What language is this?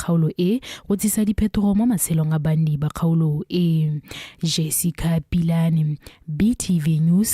Tswana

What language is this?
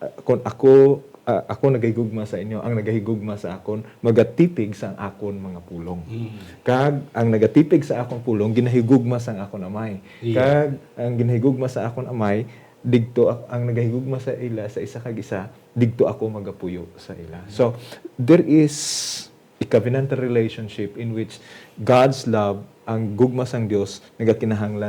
Hiligaynon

